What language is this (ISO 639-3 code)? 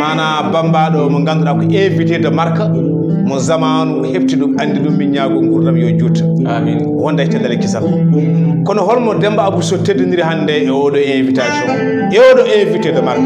ful